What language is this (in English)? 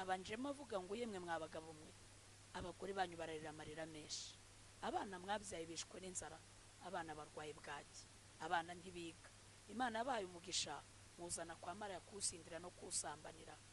Kinyarwanda